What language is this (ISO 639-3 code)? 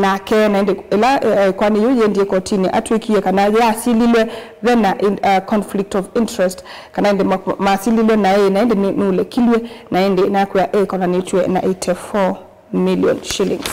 kam